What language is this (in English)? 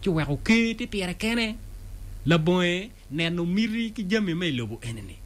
Acoli